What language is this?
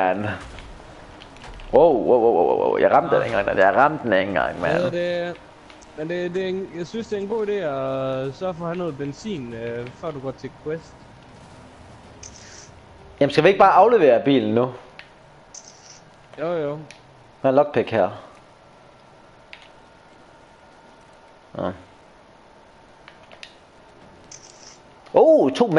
Danish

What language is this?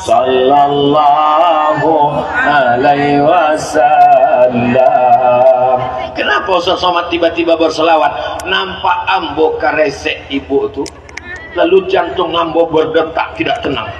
Minangkabau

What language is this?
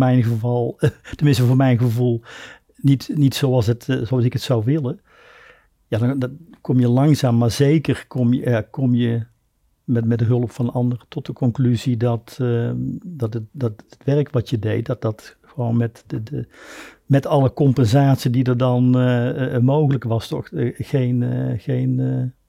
Dutch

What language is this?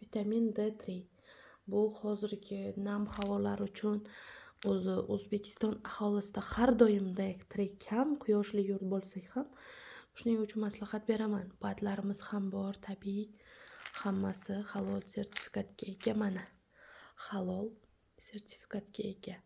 Uzbek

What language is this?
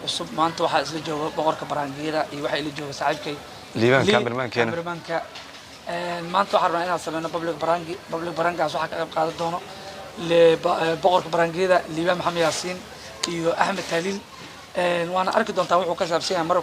Somali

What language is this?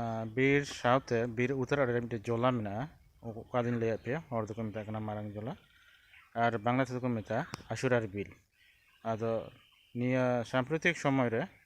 Santali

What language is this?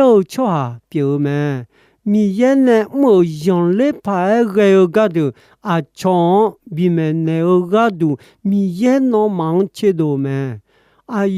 Akha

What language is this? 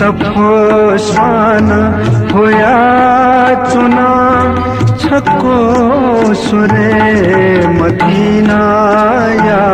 Newari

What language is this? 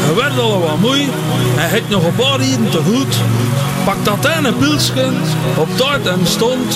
Dutch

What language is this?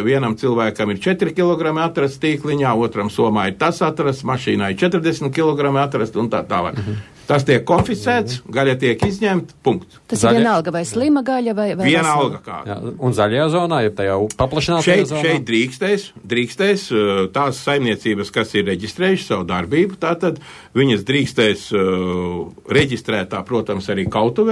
Latvian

